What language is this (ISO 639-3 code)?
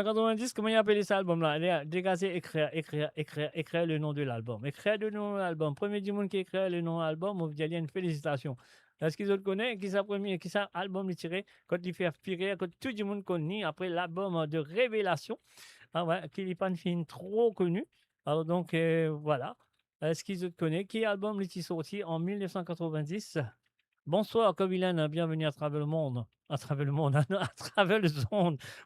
mfe